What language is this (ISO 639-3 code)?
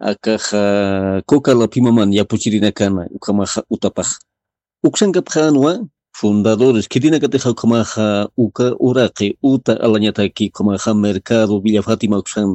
aym